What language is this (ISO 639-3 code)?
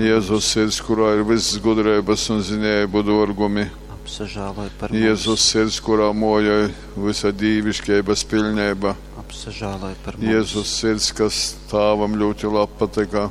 ltg